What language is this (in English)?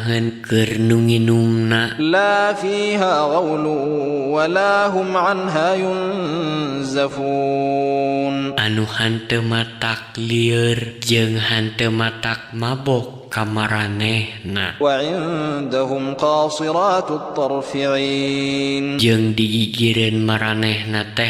Sundanese